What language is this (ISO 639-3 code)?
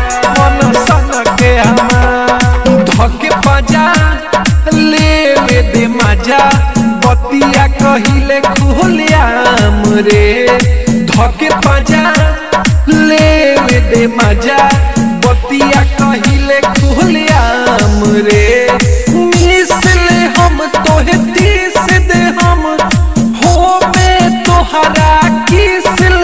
bho